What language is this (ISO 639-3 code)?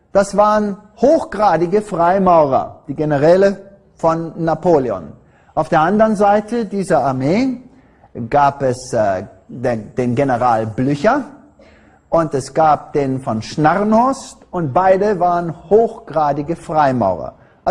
deu